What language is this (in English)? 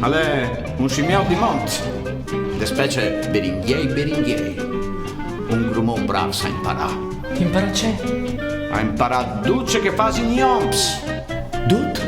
Friulian